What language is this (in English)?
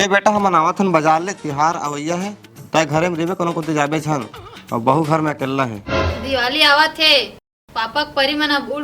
Chhattisgarhi